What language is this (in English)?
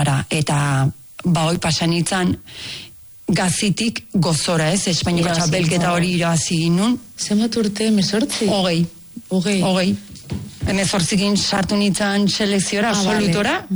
Basque